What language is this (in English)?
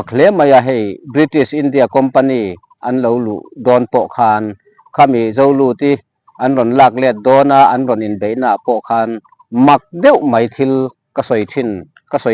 Mizo